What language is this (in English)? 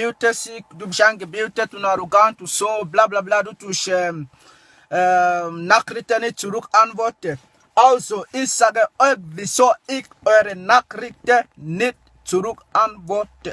Swiss German